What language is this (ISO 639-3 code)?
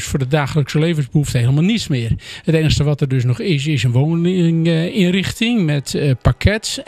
nld